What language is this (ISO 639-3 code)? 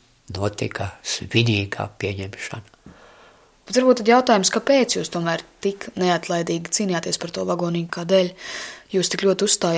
lav